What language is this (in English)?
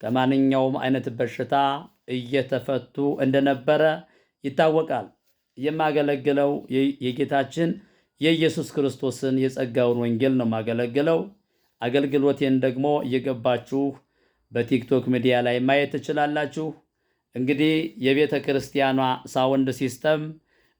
Amharic